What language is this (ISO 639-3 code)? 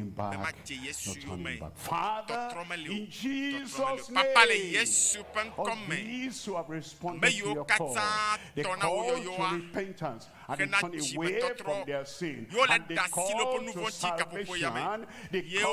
ewe